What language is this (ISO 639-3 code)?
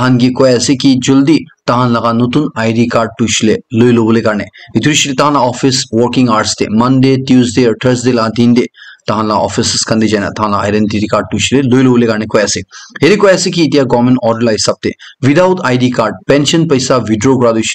nag